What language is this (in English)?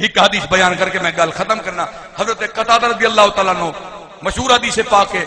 Saraiki